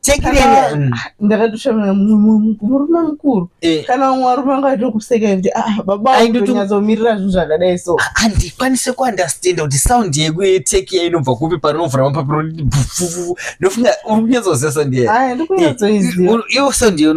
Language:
Shona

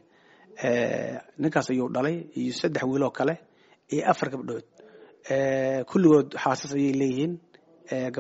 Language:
Somali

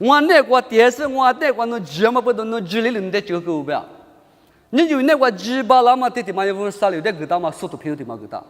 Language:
Lisu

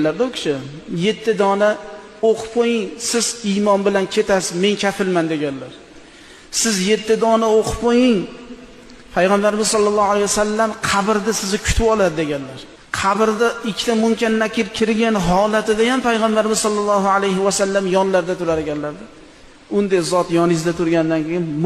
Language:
Uzbek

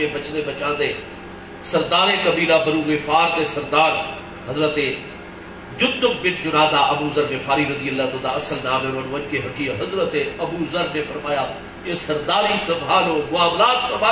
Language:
Saraiki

